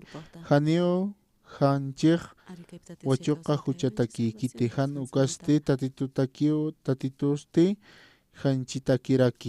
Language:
Aymara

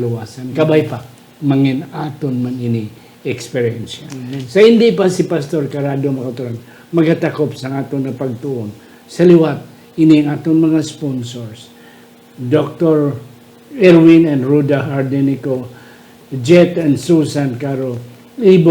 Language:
Hiligaynon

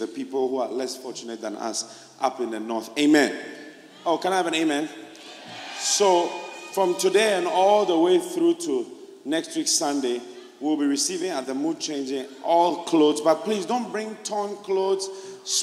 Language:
English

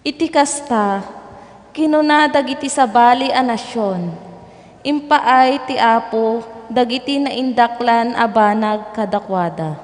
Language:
Iloko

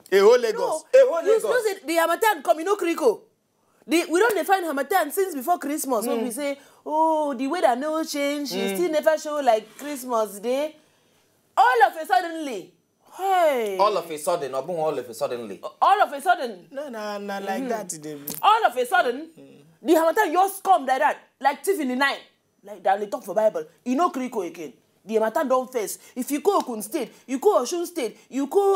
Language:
Nigerian Pidgin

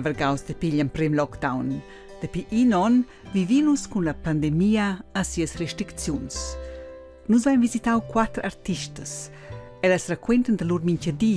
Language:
Romansh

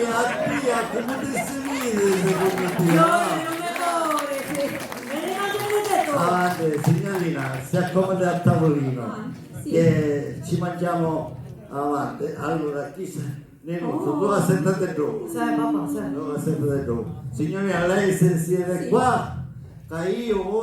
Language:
Sicilian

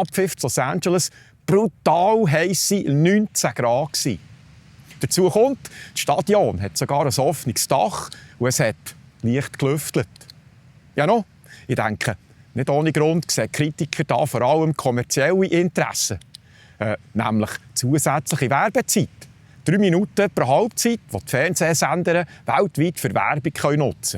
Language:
Swiss German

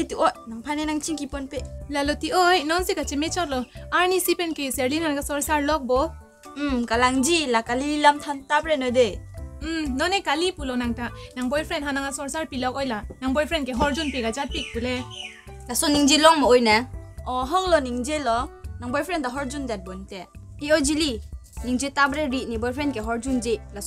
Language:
Karbi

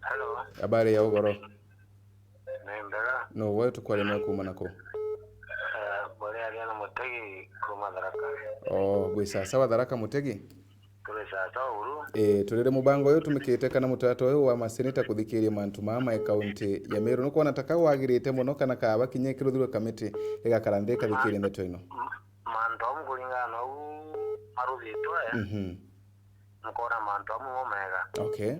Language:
Meru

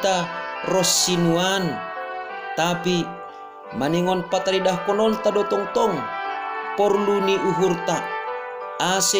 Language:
Batak Simalungun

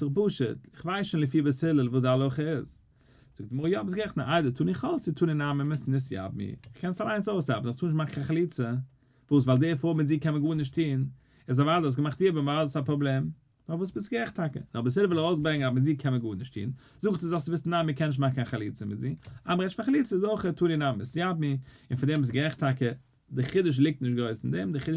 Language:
Yiddish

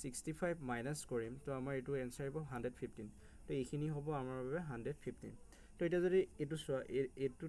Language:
Assamese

